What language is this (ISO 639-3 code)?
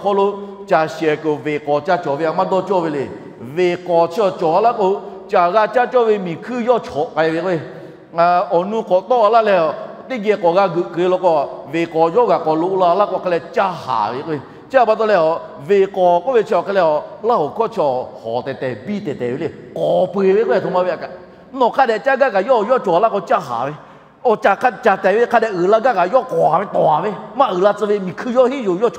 lhu